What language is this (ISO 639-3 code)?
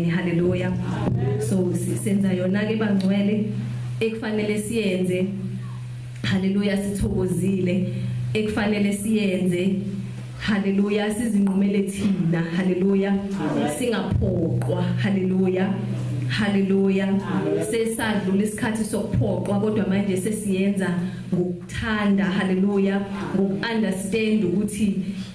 zul